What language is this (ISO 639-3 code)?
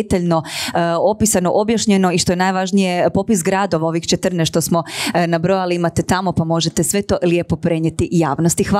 hrv